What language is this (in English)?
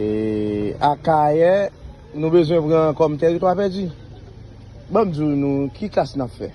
Haitian Creole